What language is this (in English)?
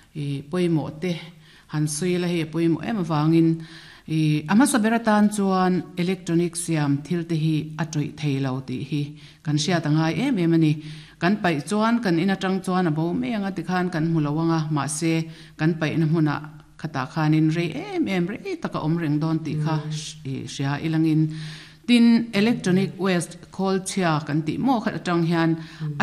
Mizo